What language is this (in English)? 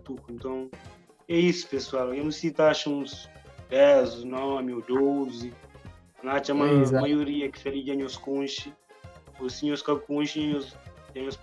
Kabuverdianu